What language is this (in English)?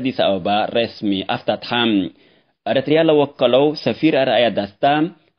Tigre